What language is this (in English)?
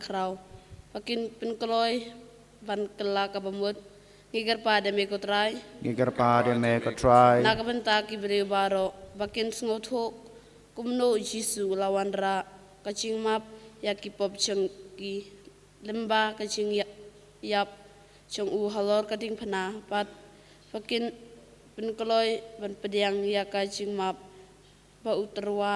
Khasi